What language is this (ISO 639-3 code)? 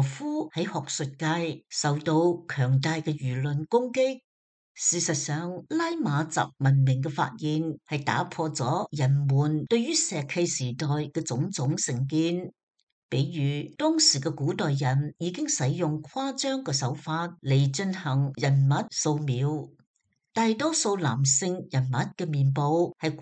yue